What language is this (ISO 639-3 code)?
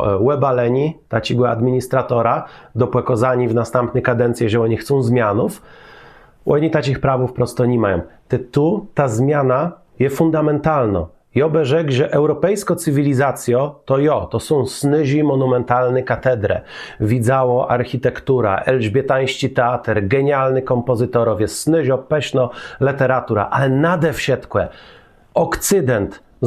csb